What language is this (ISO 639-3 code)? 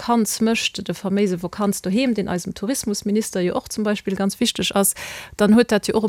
ltz